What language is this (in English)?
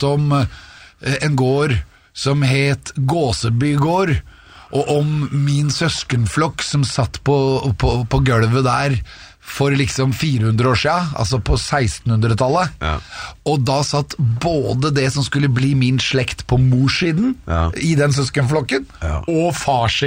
Norwegian